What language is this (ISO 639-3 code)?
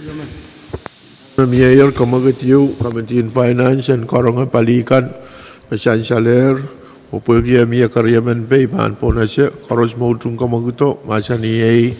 pon